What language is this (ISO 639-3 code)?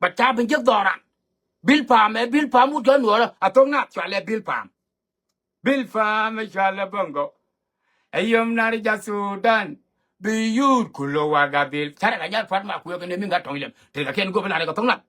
nus